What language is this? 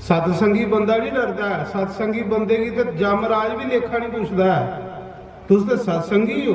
Dogri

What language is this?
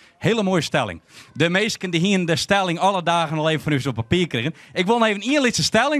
Western Frisian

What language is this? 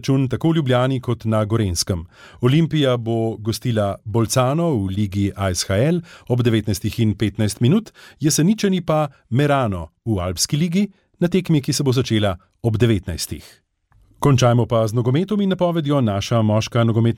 Slovenian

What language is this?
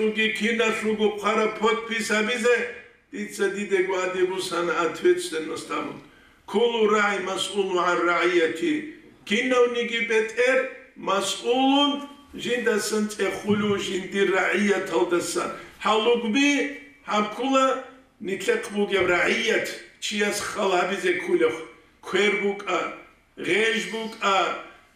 Avaric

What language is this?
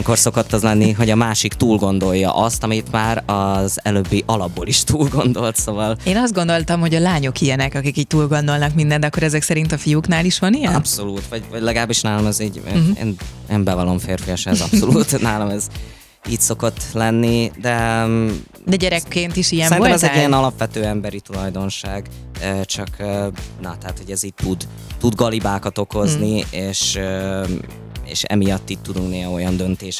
Hungarian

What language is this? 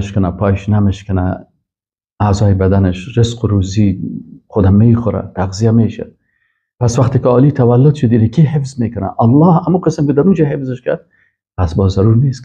Persian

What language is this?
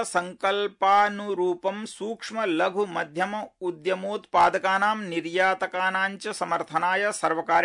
Sanskrit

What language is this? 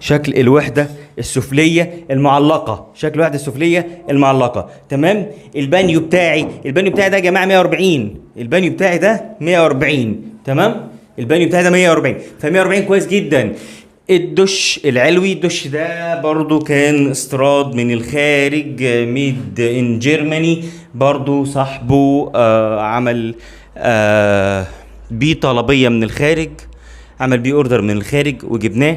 Egyptian Arabic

